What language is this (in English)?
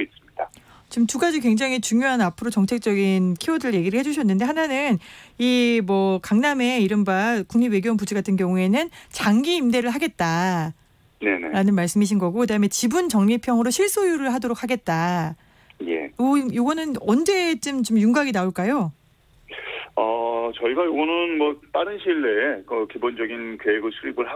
Korean